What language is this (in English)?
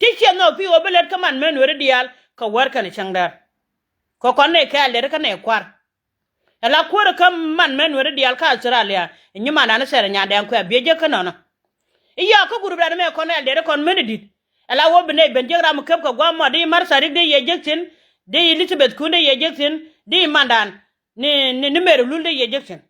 Nuer